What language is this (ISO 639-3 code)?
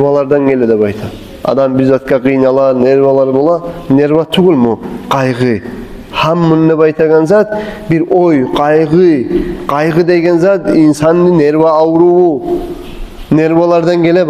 kum